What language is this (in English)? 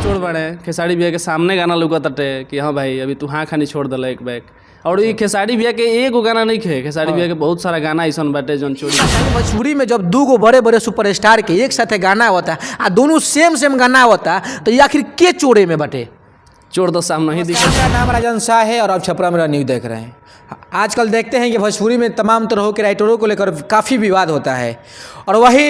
Bhojpuri